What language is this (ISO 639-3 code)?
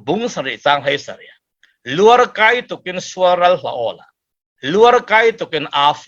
cfm